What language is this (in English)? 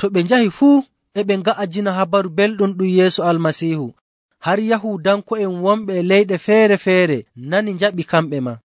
Nigerian Fulfulde